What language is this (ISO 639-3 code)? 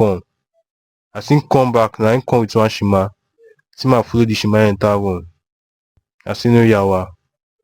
pcm